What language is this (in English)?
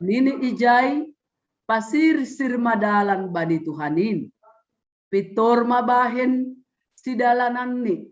Batak Simalungun